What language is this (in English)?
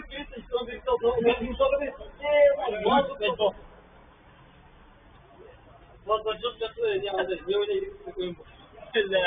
Turkish